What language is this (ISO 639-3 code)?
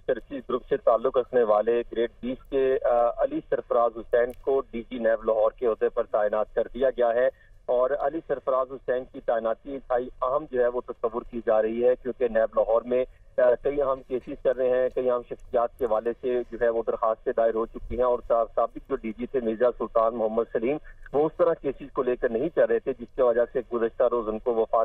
urd